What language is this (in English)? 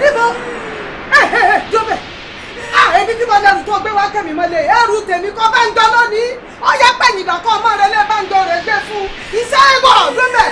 Yoruba